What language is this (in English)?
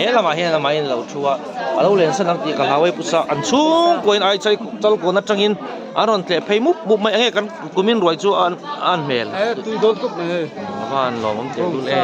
Mizo